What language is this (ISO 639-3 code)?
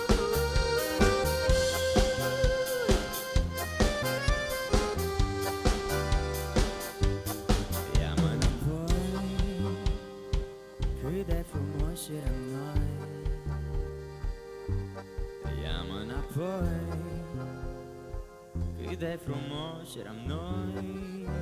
ron